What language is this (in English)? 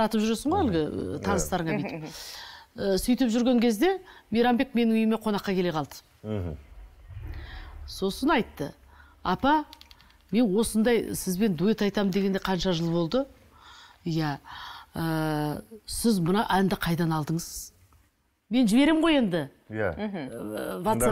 Kazakh